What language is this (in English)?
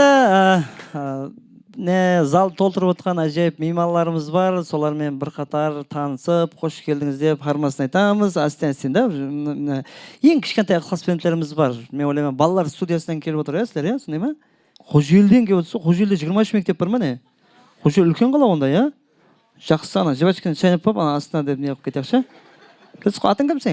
Kara-Kalpak